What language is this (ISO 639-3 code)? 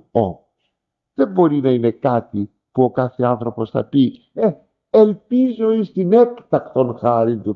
ell